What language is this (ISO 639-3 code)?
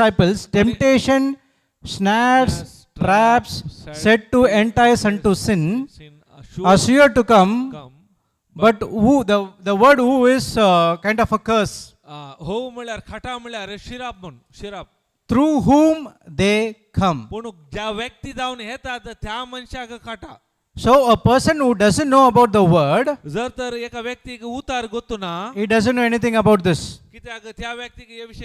kok